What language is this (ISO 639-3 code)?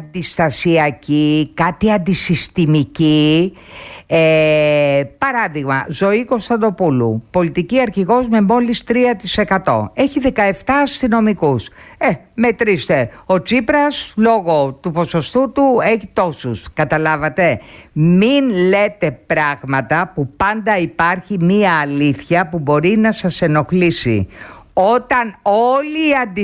ell